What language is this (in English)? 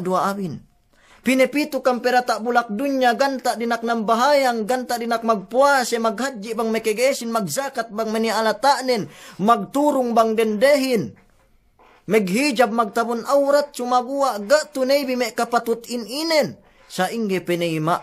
Yakan